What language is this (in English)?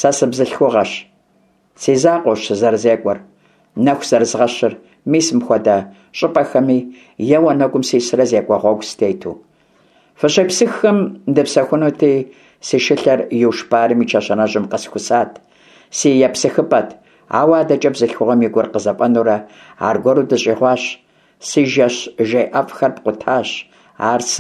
Kabardian